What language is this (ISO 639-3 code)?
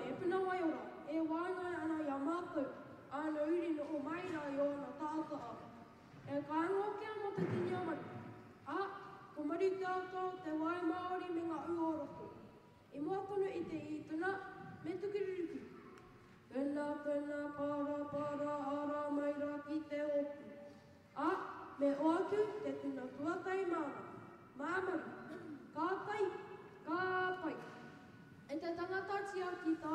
mri